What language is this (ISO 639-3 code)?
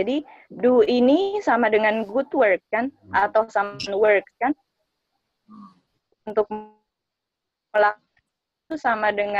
ind